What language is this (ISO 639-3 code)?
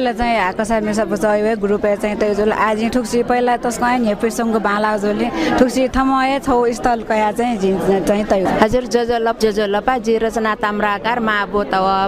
new